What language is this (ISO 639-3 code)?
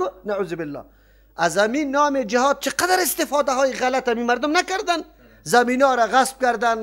fas